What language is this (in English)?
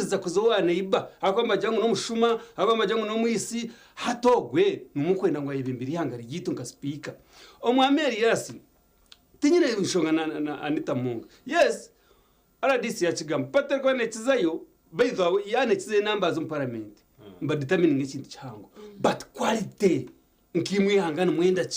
Nyankole